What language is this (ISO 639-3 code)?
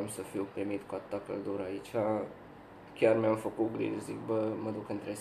ron